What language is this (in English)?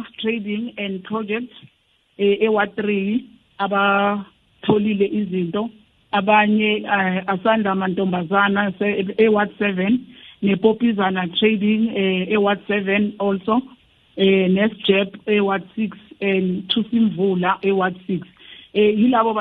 South Ndebele